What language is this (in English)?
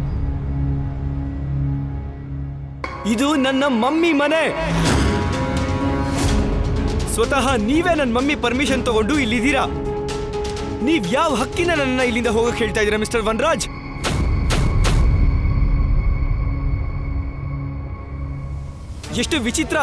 Kannada